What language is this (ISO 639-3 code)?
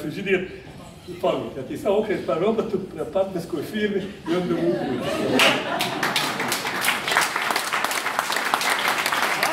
bos